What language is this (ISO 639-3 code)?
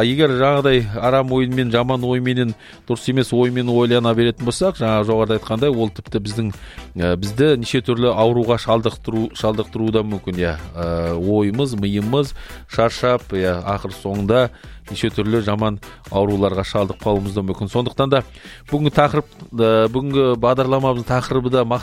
kaz